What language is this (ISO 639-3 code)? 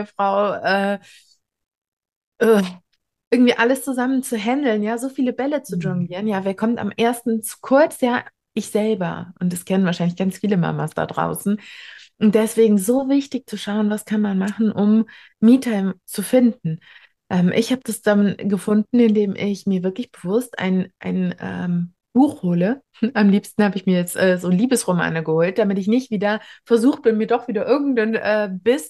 deu